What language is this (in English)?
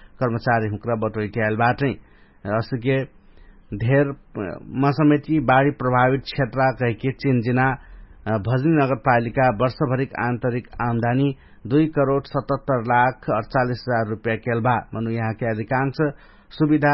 Dangaura Tharu